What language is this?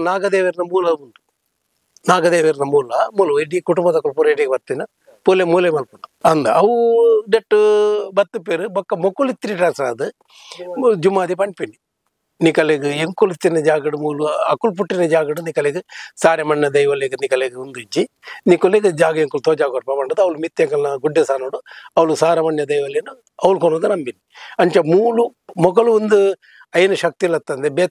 Tulu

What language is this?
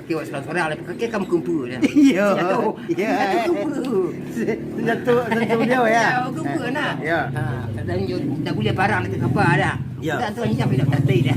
Minangkabau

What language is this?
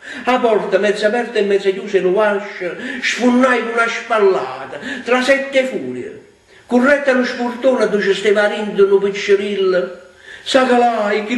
Neapolitan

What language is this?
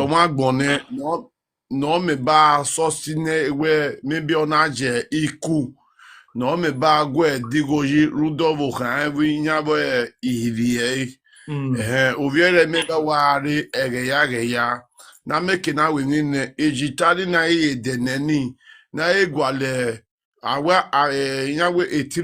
Nigerian Pidgin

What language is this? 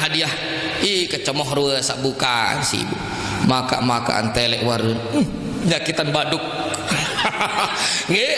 Sasak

